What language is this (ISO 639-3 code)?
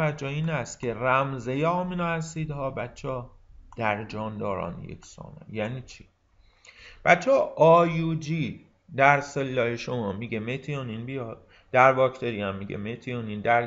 fas